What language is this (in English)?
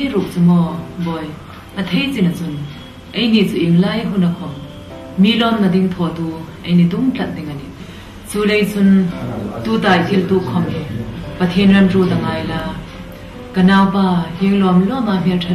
Hmar